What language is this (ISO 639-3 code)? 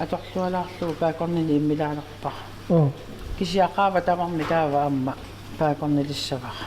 kal